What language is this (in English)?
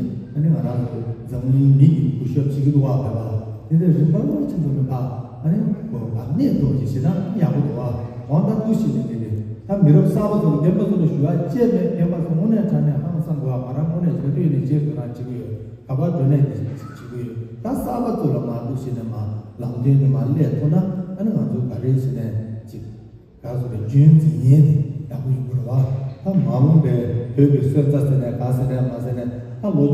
Tibetan